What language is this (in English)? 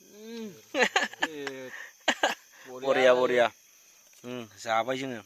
Bodo